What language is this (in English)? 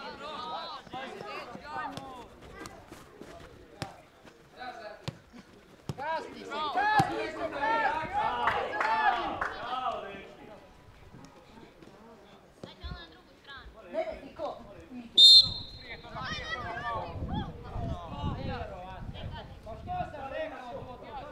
Croatian